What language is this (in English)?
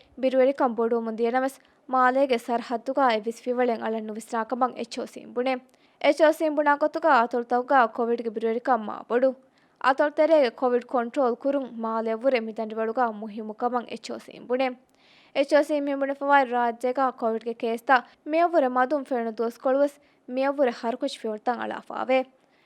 Divehi